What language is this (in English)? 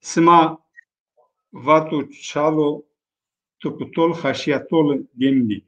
Zaza